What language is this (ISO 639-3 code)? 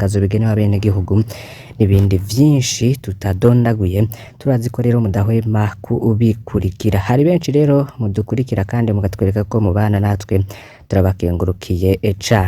run